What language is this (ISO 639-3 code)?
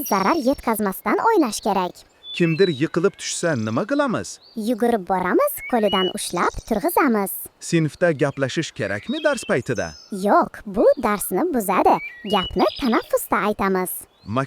uzb